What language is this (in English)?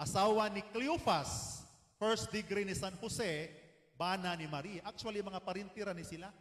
Cebuano